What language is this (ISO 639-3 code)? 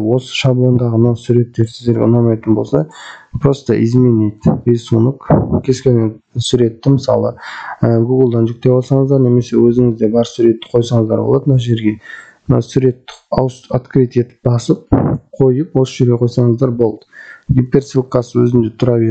kaz